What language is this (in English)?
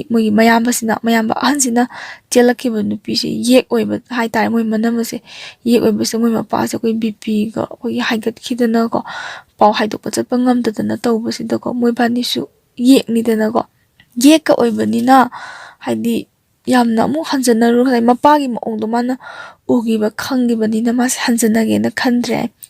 Manipuri